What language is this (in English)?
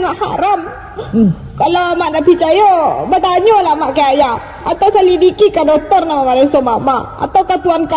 Minangkabau